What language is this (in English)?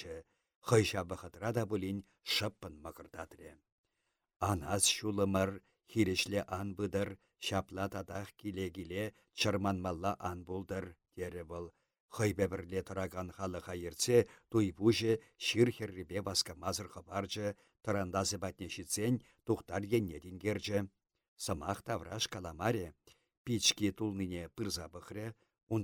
Chuvash